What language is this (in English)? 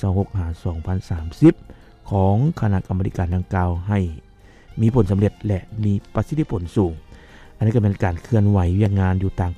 Lao